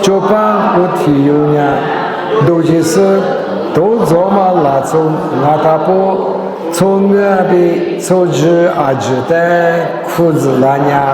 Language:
Lisu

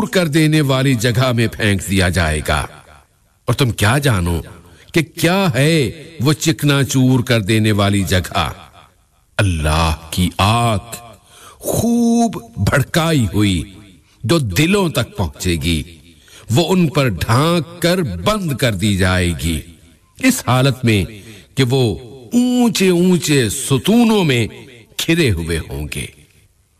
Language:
Urdu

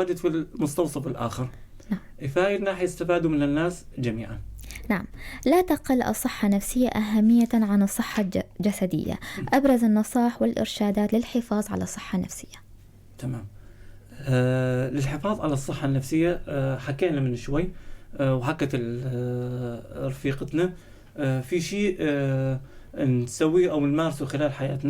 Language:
North Levantine Arabic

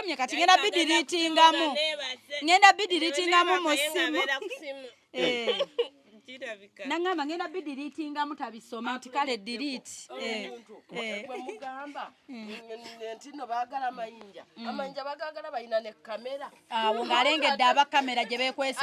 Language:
Ganda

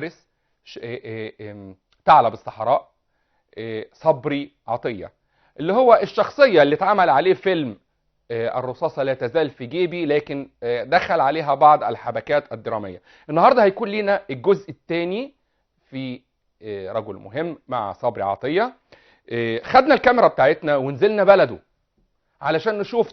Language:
Egyptian Arabic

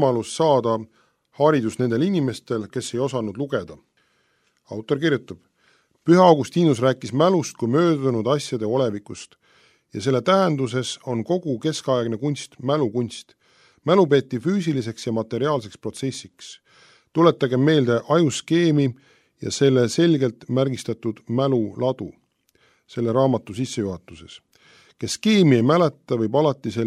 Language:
Estonian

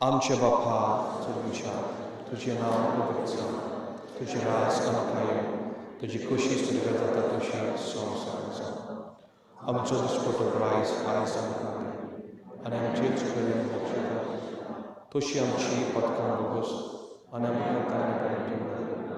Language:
Konkani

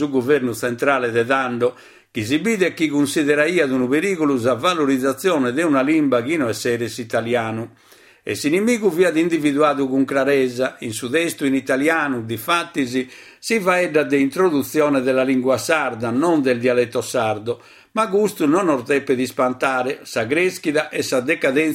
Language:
Sardinian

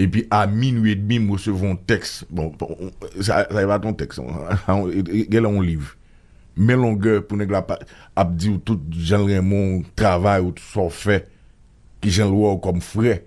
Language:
Haitian Creole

